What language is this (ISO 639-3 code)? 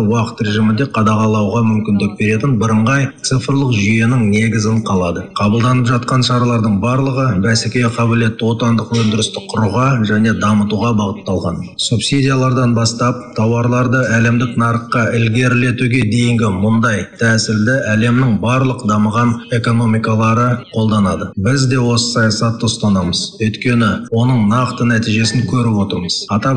kaz